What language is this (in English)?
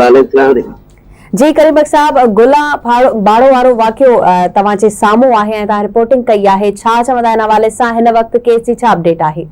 Sindhi